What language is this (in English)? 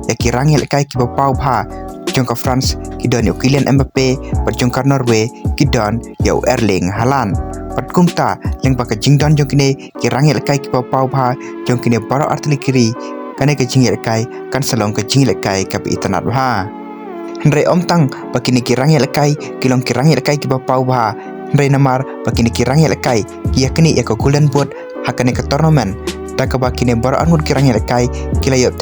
Khasi